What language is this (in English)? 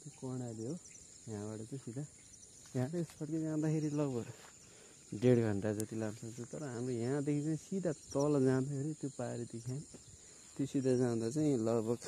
Nepali